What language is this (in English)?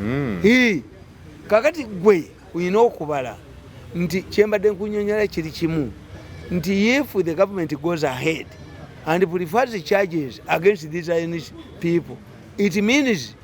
Ganda